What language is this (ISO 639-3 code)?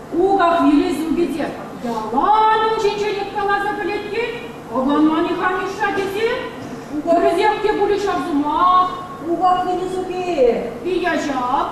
chv